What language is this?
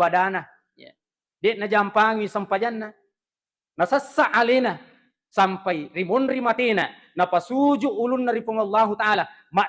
Buginese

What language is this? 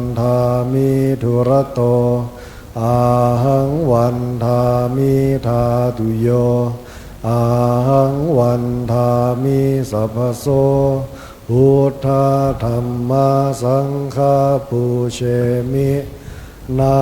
Pali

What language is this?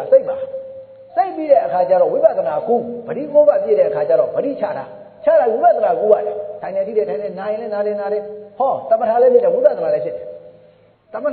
Burmese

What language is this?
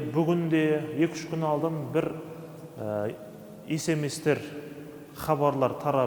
Kazakh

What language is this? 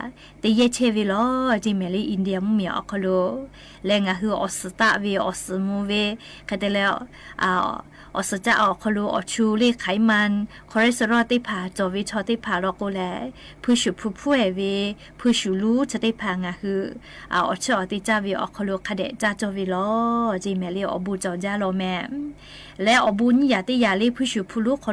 Lahu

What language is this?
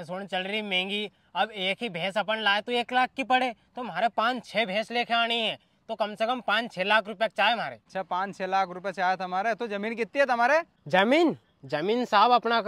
Rajasthani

